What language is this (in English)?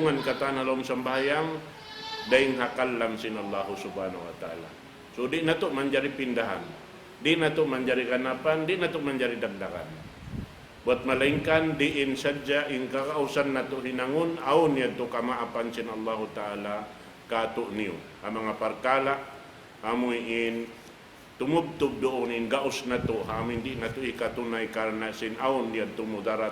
Tausug